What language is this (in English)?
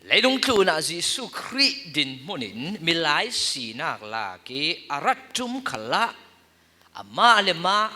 Falam Chin